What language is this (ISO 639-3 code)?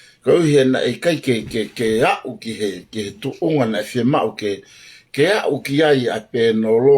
ton